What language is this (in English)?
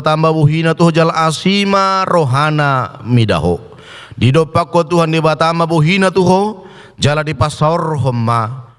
Batak Toba